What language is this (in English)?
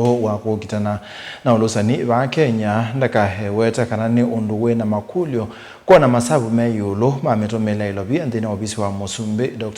Kamba